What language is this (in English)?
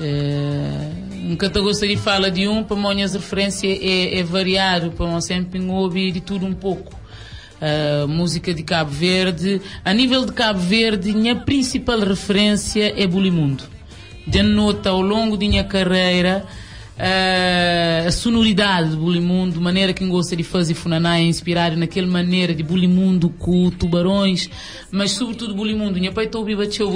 Kabuverdianu